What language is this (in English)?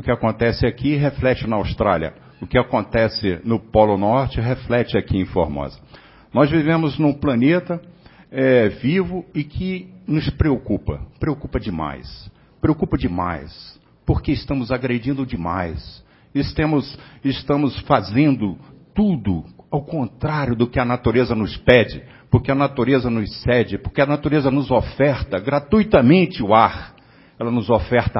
Portuguese